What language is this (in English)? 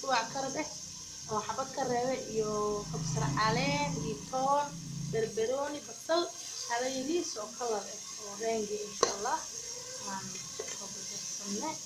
Somali